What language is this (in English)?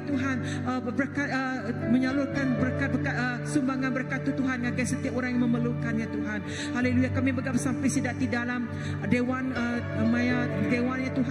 Iban